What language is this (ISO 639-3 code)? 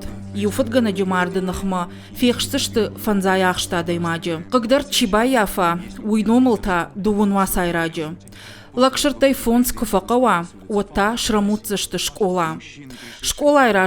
oss